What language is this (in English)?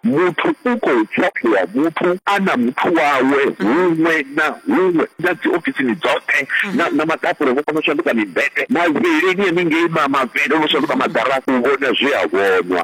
Venda